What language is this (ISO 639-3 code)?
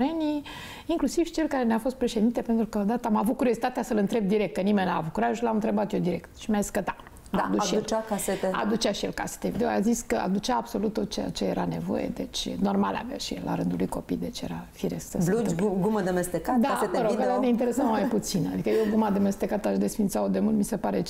ron